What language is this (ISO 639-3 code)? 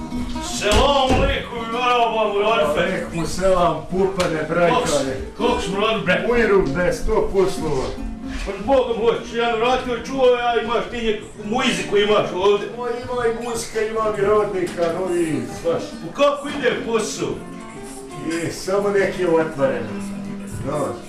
bos